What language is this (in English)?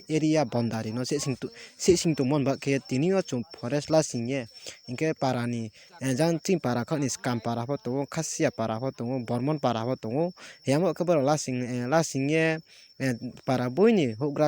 Riang (India)